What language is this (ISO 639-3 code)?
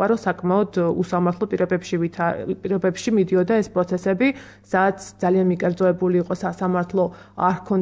kat